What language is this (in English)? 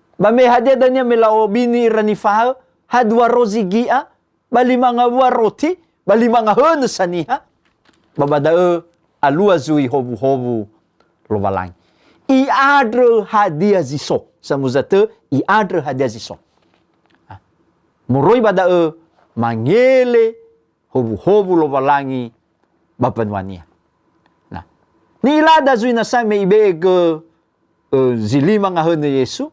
Nias